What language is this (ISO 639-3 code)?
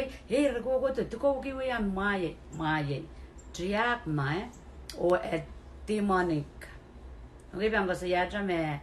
pon